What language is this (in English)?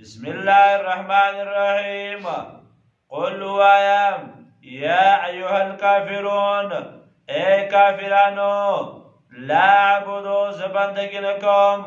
Pashto